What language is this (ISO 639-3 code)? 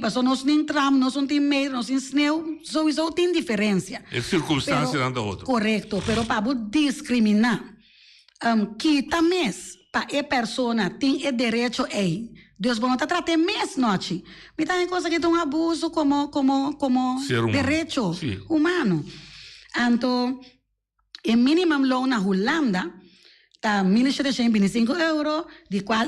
pap